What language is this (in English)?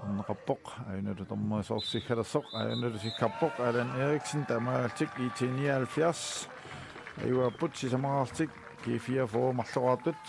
Kalaallisut